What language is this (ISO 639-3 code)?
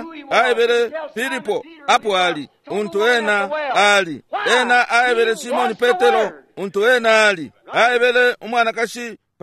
bem